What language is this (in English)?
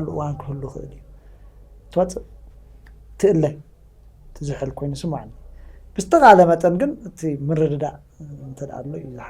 Tigrinya